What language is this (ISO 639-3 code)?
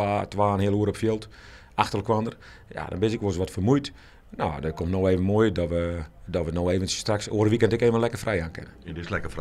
fry